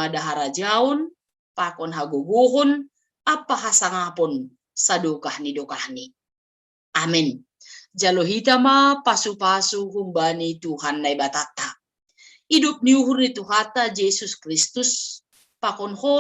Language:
Batak Simalungun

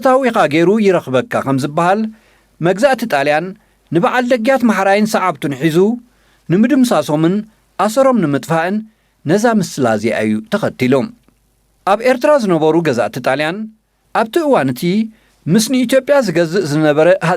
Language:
Tigrinya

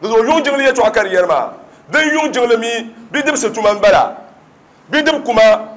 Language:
Dagbani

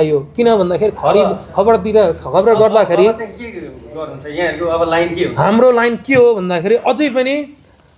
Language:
Nepali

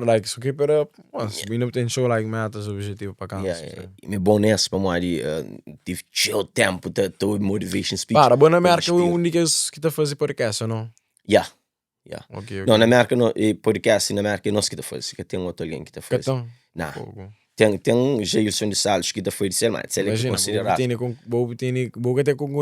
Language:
Kabuverdianu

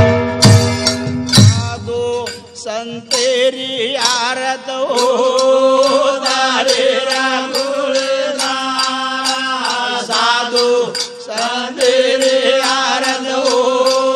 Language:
Lambadi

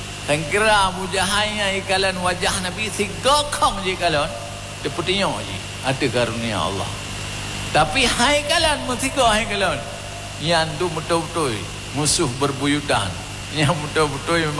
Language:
Achinese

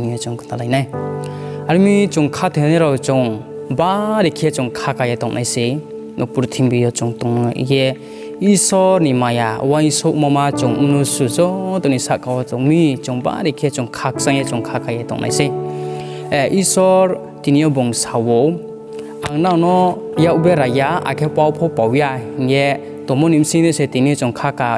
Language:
Riang (India)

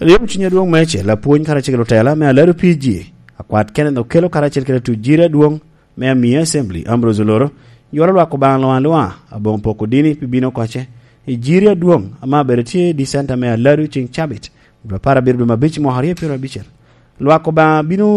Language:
Lango (Uganda)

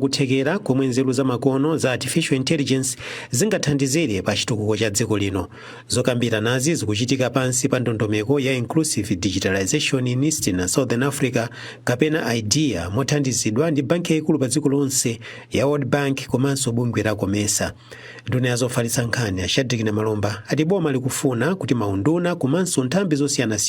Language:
Nyanja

